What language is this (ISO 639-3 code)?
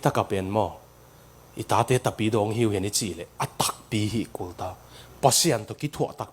ctd